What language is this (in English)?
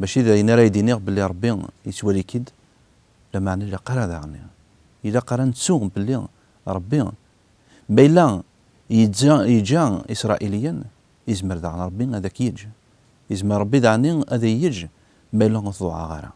Kabyle